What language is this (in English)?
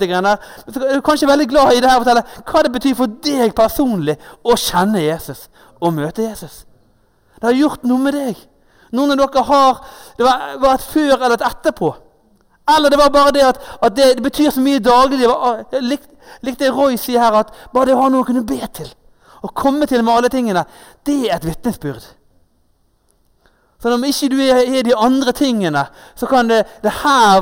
Norwegian